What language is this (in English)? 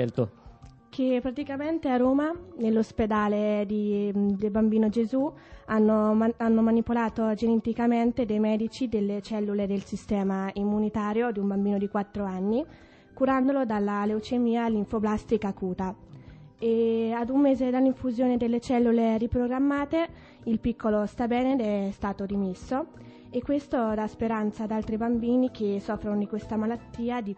Italian